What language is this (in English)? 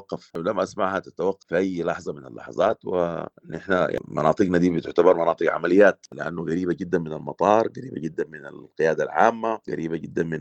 Sudanese Arabic